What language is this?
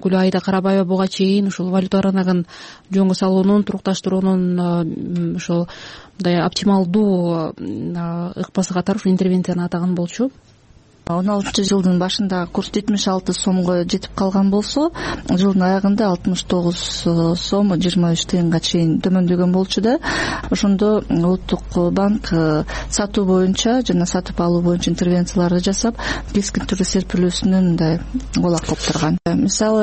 Kyrgyz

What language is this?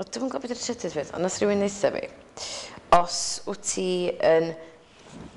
Welsh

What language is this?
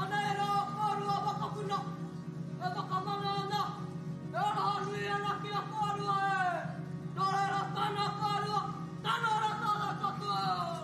Māori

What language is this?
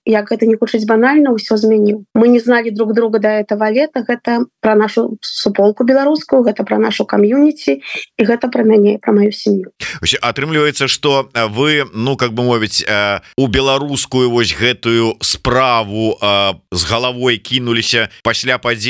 Belarusian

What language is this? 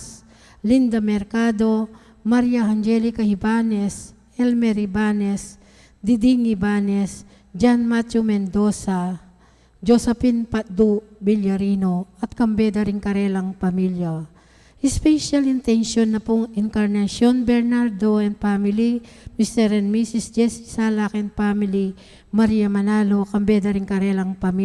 Pampanga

